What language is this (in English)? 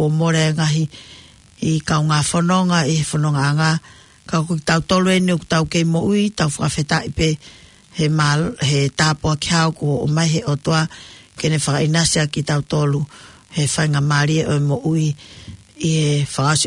Tongan